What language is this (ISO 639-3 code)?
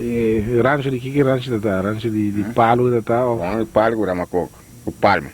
pap